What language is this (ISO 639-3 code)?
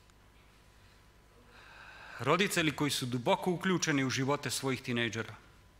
srp